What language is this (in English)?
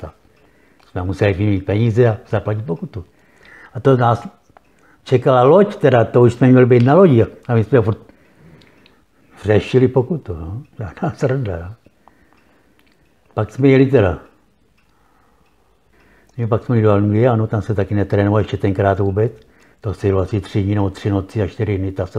Czech